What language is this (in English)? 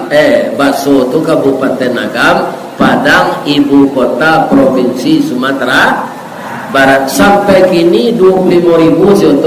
Minangkabau